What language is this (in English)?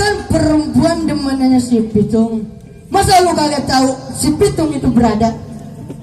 Betawi